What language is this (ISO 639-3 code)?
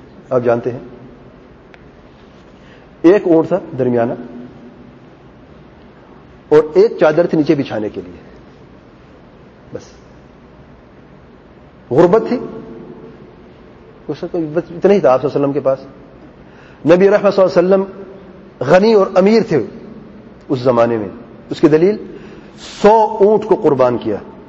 urd